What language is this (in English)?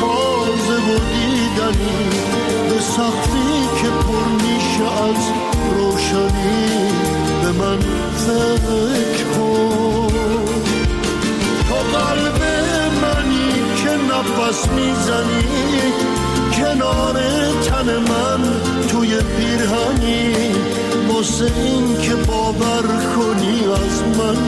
Persian